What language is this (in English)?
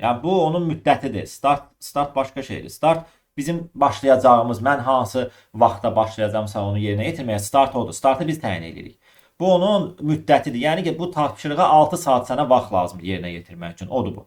Azerbaijani